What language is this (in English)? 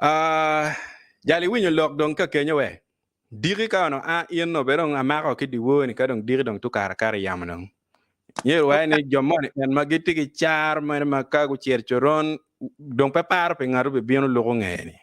Acoli